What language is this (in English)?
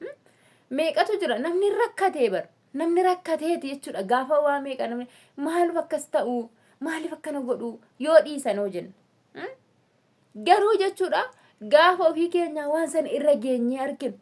Oromo